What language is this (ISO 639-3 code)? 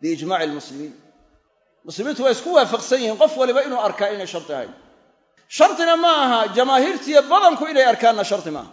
som